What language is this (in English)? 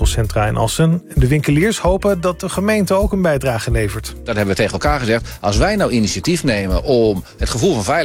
Dutch